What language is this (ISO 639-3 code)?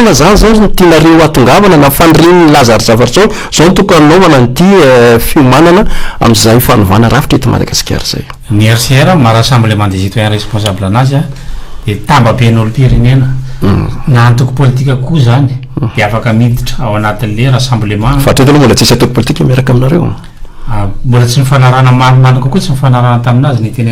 mlg